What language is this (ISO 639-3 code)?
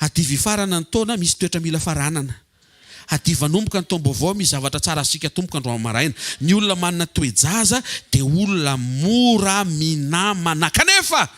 mlg